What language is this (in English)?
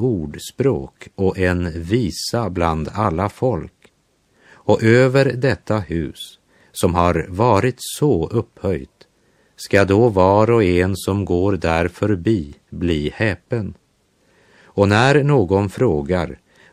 Swedish